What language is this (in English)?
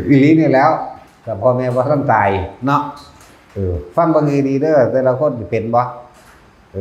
Northeastern Thai